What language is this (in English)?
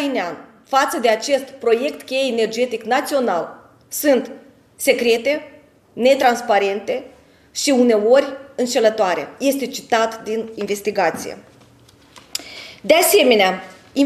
Romanian